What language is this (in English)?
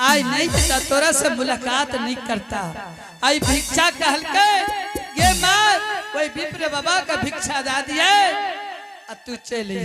Angika